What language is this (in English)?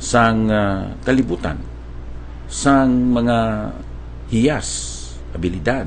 Hiligaynon